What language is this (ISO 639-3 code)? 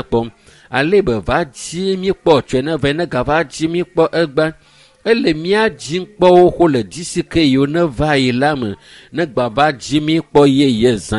ewe